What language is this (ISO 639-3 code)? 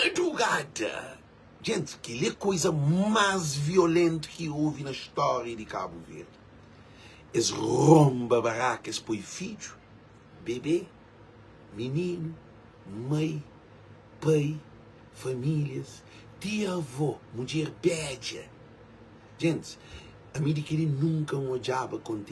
kea